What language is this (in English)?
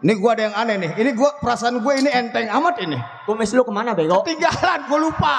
Betawi